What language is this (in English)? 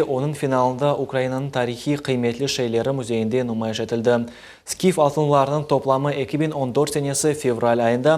Crimean Tatar